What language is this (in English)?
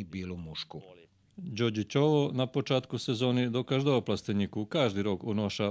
Rusyn